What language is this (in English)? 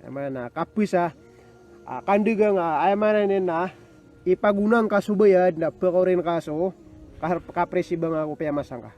Maranao